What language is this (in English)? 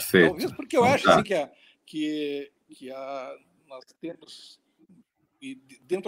Portuguese